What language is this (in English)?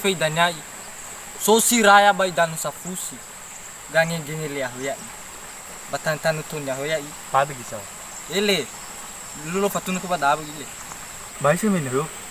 Nias